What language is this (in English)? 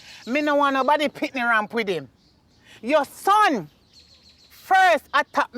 Jamaican Creole English